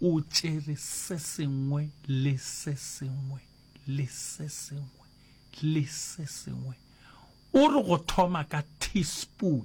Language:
Northern Sotho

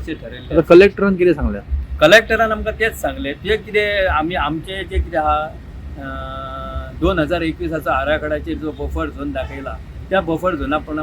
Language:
Konkani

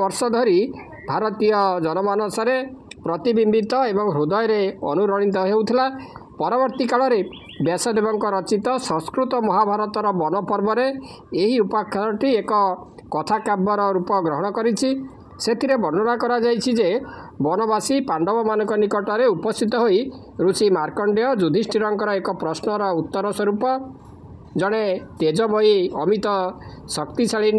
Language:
Odia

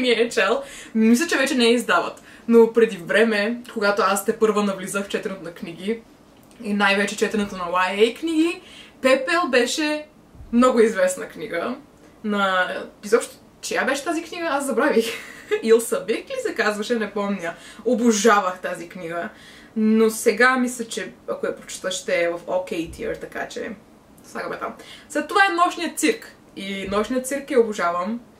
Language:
Bulgarian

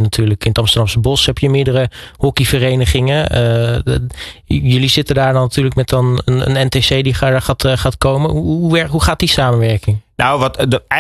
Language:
Dutch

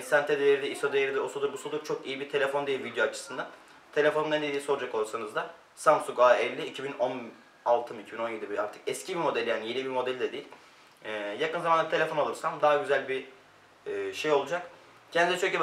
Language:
Turkish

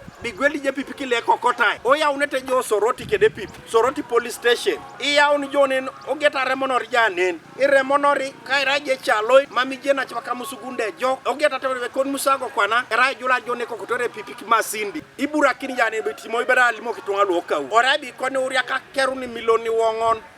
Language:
Teso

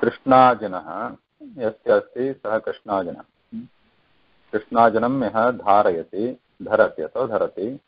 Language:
Sanskrit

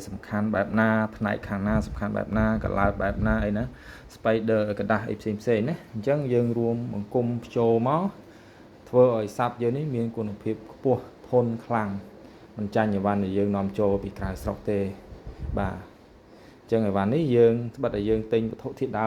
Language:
Khmer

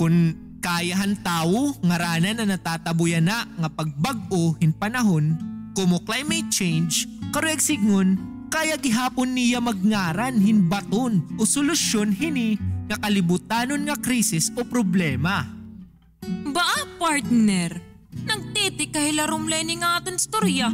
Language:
Waray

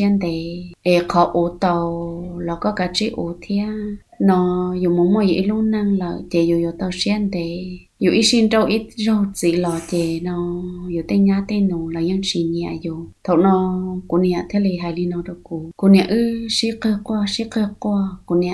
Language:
Hmong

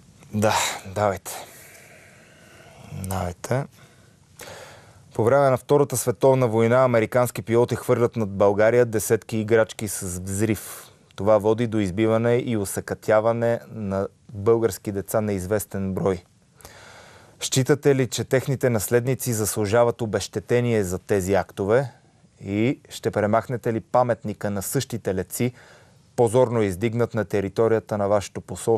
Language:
Bulgarian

